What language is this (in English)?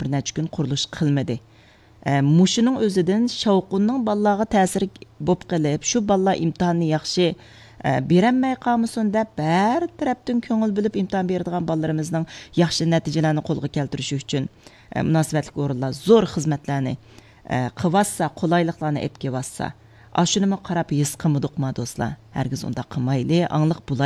Uyghur